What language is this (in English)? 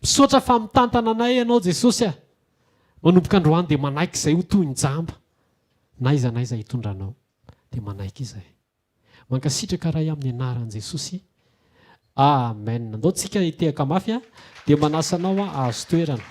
Malagasy